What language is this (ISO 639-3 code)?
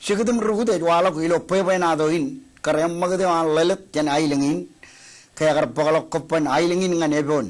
mah